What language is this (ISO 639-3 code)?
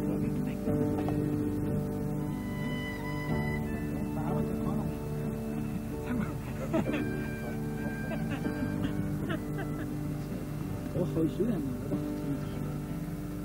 deu